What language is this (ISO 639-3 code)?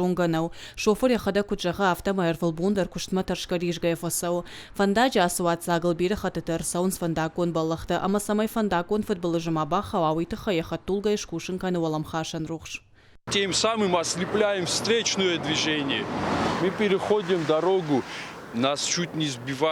oss